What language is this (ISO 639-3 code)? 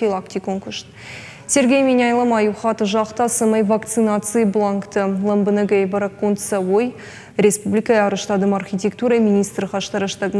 oss